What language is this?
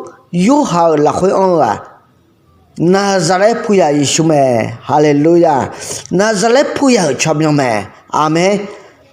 Akha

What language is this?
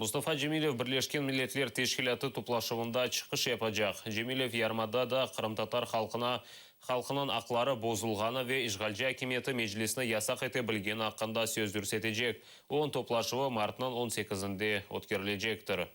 Crimean Tatar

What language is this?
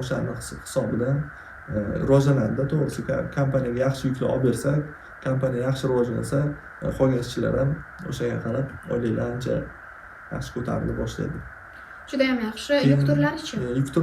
Uzbek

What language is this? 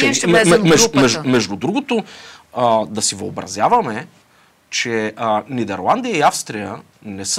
Bulgarian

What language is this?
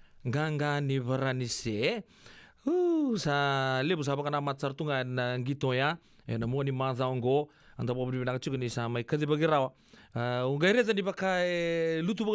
Fijian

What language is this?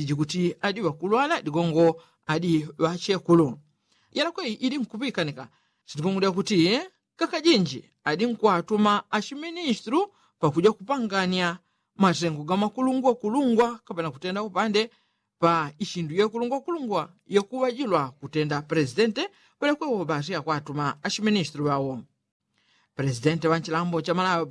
Yao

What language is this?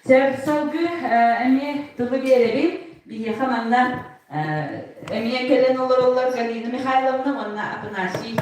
Yakut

